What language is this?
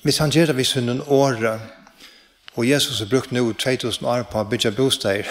Faroese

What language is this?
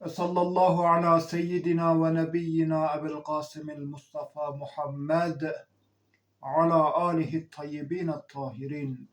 Zaza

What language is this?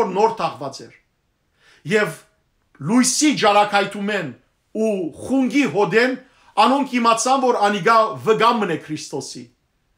Western Armenian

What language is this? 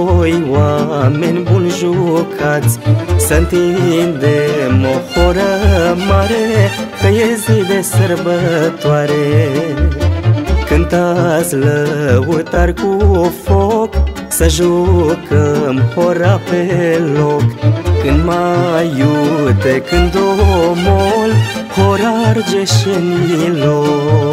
Romanian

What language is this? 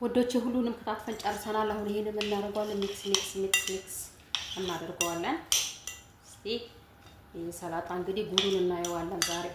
Amharic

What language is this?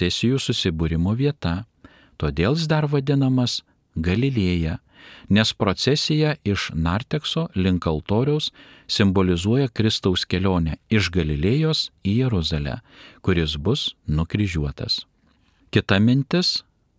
Lithuanian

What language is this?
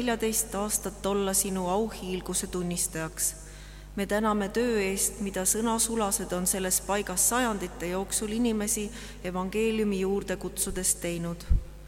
Estonian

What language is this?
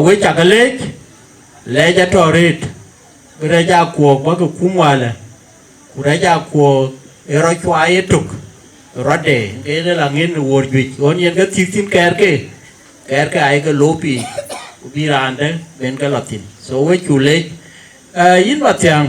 Dinka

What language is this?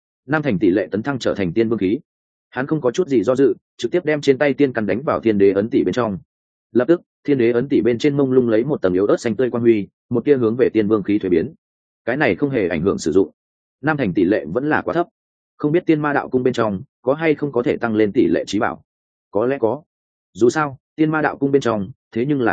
Vietnamese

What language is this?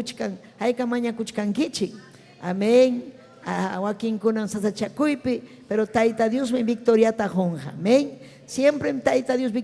Ayacucho Quechua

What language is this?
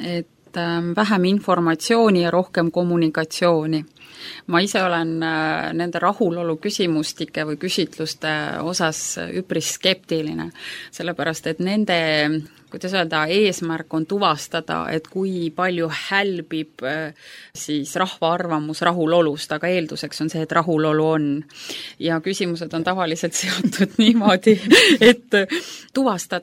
Estonian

